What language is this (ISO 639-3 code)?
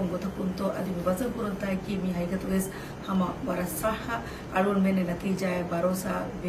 div